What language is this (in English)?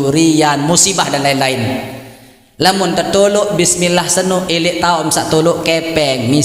Sasak